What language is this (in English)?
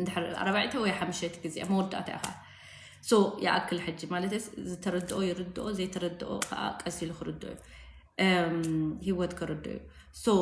Tigrinya